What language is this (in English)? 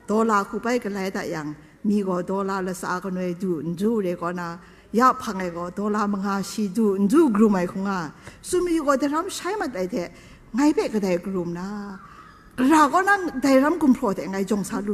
Kachin